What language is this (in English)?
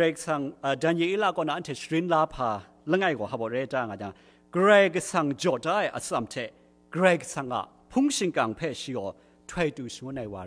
Kachin